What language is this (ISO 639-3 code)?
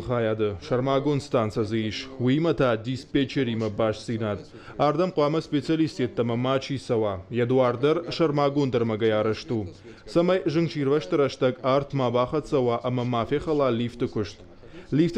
oss